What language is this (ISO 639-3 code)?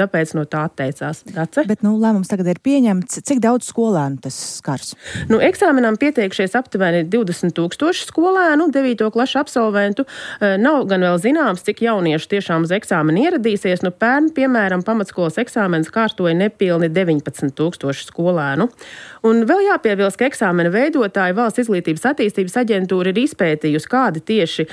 lav